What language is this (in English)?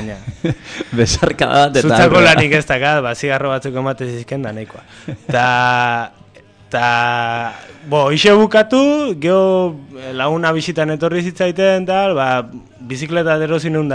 Basque